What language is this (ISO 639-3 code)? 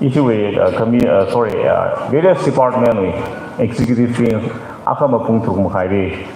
nmf